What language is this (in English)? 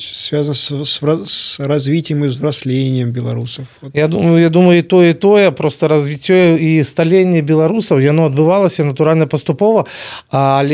Belarusian